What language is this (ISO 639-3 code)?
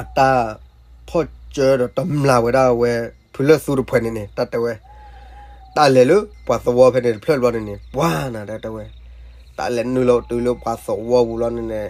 ksw